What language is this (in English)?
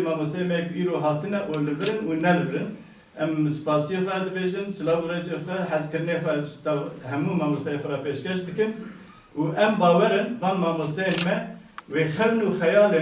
Kurdish